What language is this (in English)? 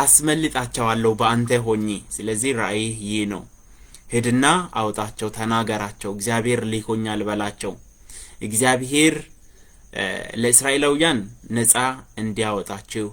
Amharic